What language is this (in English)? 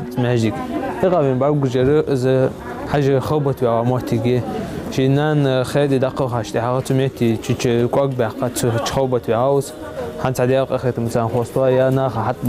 Ingush